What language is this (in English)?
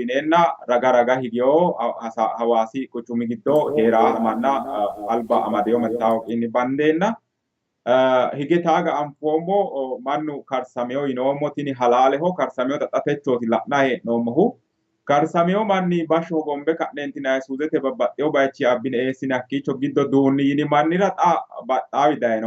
Sidamo